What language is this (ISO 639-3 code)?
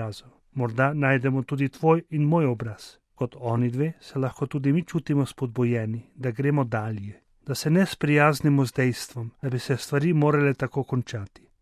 slv